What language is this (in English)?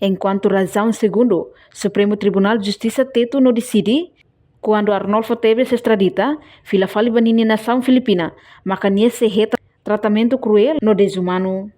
Tetum